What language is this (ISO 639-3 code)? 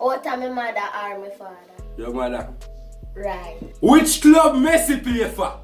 jam